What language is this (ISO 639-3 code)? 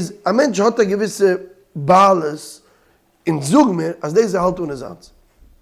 yid